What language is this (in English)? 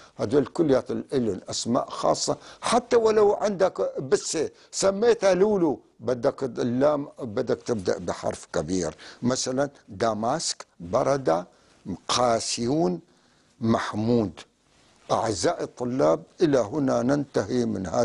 North Levantine Arabic